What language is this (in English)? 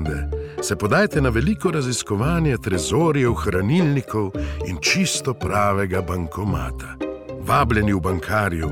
Slovenian